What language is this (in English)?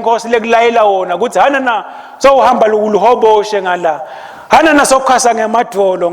Swati